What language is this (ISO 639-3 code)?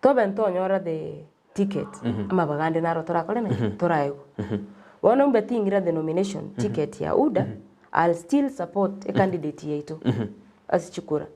guz